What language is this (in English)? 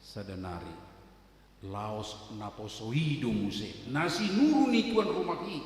Batak Toba